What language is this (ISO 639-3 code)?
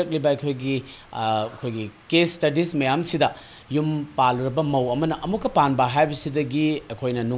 mni